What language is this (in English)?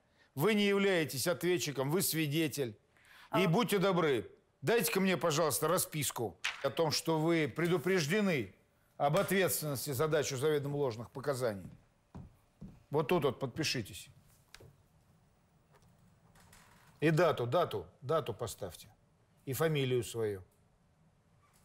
Russian